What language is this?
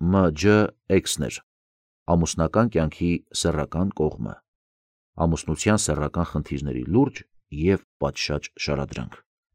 Armenian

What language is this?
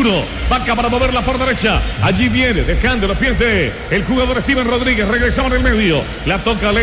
Spanish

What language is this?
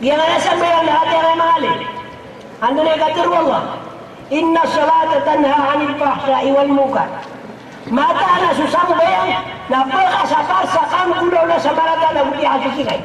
Maranao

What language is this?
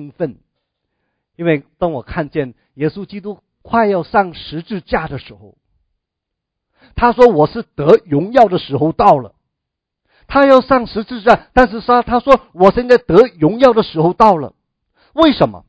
Chinese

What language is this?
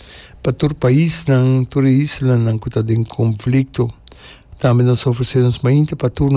Papiamento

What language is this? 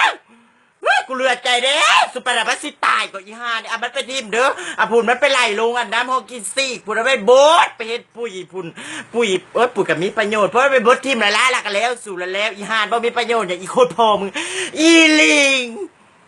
Northeastern Thai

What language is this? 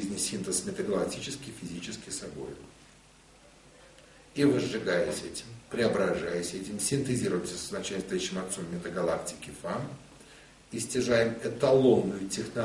Russian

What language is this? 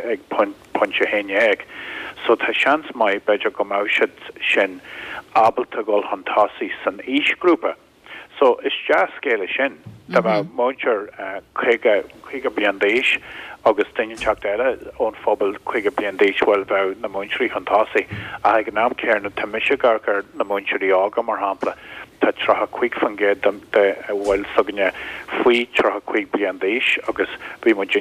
Irish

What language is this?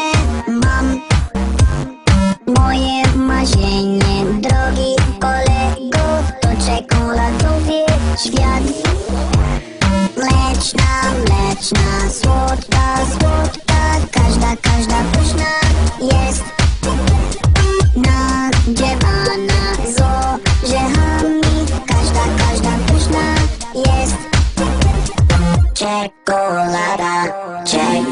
Polish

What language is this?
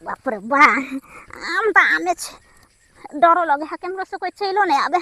Maithili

